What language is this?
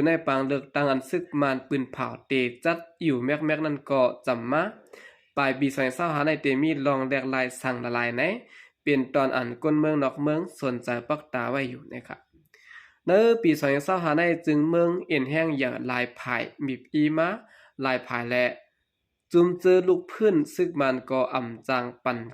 Shan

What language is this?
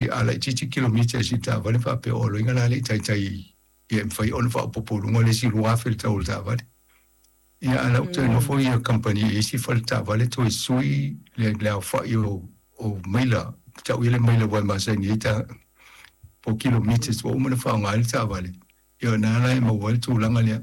Samoan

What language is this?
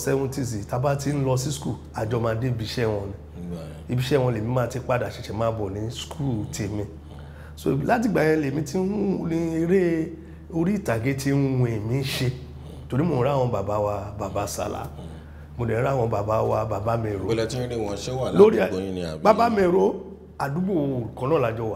Yoruba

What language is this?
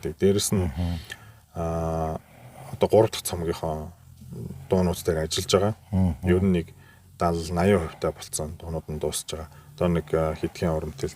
Mongolian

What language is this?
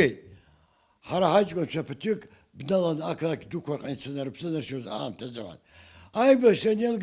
Abkhazian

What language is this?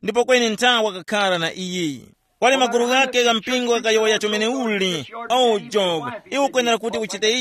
Tumbuka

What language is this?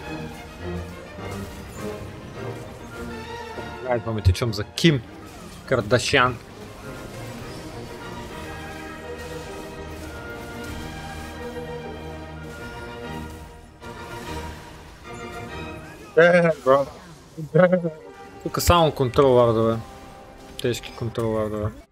Bulgarian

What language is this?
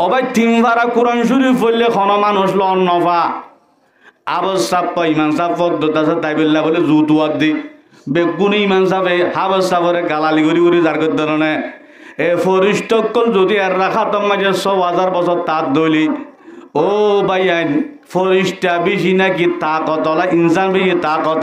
Rohingya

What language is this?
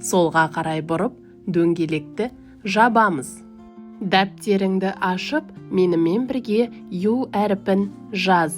Kazakh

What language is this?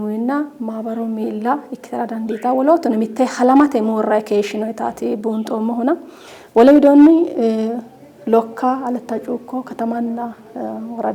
Sidamo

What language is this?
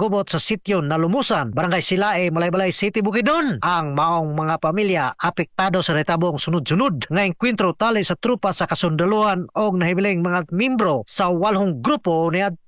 Cebuano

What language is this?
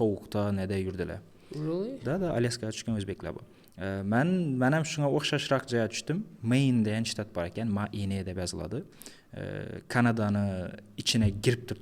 Uzbek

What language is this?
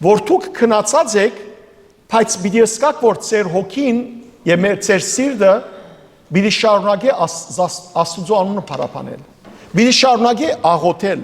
Western Armenian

